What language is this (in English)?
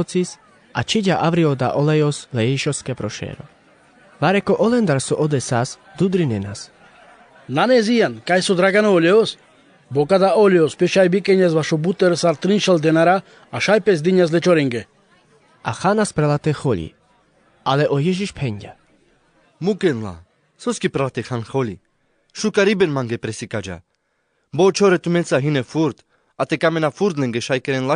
Carpathian Romani